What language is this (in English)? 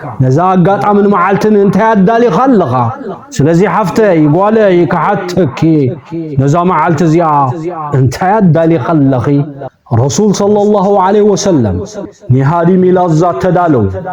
Tigrinya